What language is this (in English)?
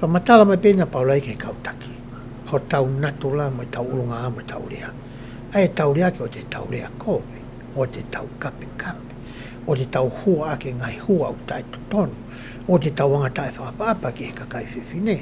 Tongan